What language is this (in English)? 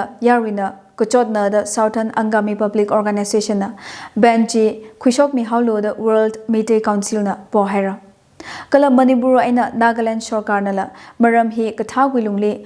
Tangkhul Naga (India)